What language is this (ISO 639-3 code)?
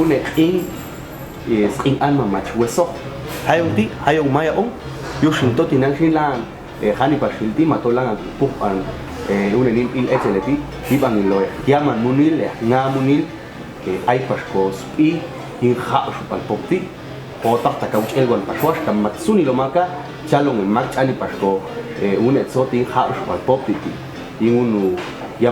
jac